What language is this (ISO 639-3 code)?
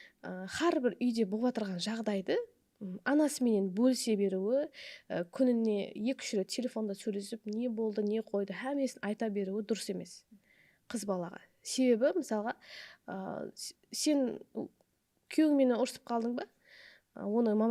kaa